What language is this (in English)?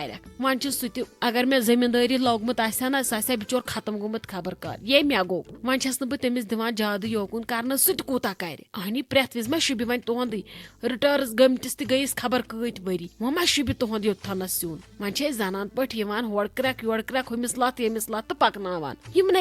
Kashmiri